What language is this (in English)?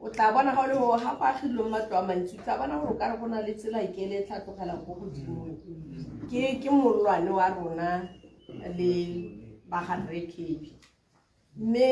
Tswana